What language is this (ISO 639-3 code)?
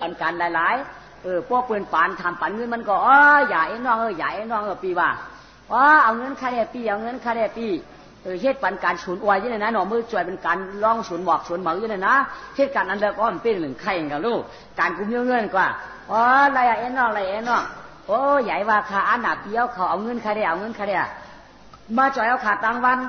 shn